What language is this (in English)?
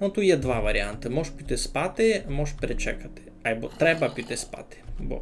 Rusyn